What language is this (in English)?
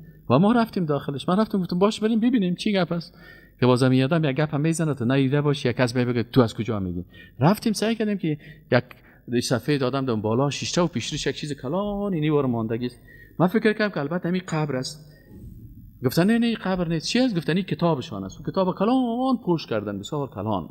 Persian